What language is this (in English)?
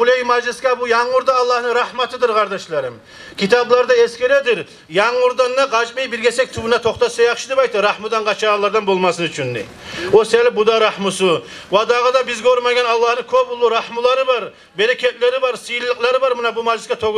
Kumyk